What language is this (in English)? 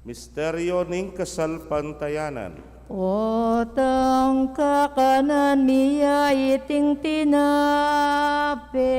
Pampanga